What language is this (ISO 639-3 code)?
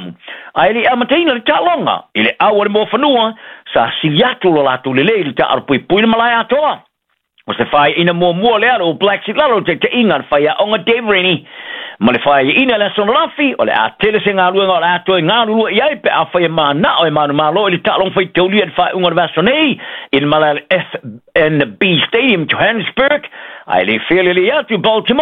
smo